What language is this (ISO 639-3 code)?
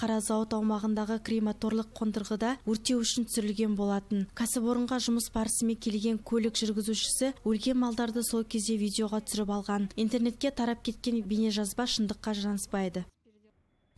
kaz